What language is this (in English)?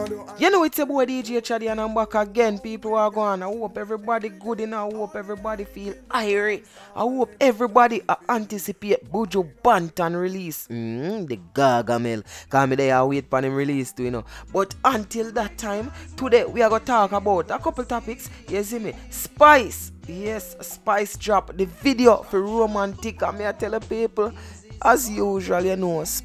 Jamaican Creole English